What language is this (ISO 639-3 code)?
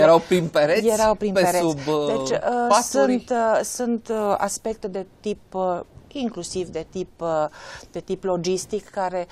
ron